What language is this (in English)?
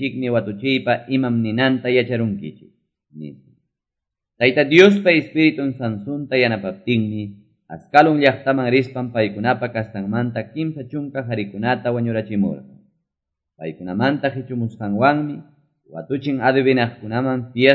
Quechua